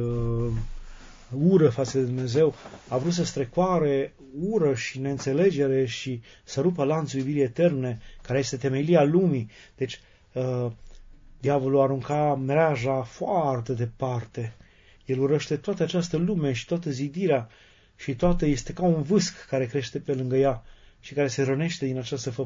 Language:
Romanian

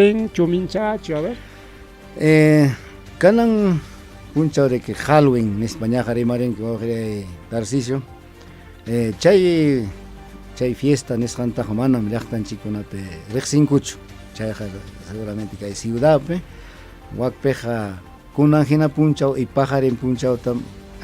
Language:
Ayacucho Quechua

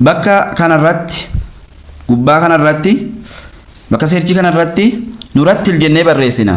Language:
Oromo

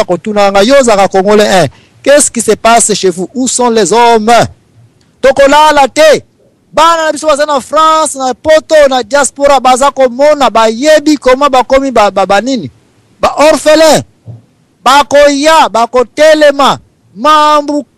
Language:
Lingala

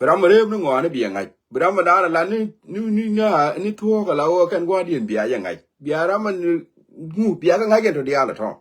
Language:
Nuer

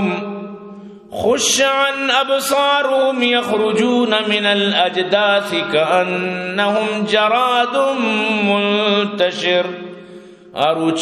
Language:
Eastern Balochi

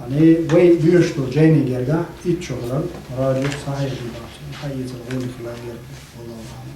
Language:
Chechen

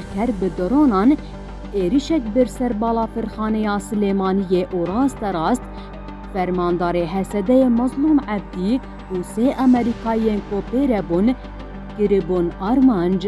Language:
Kurdish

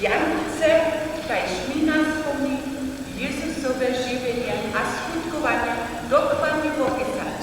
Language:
Upper Sorbian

